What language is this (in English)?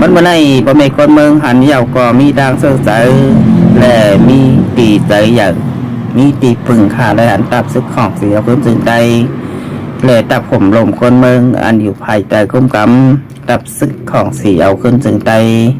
Shan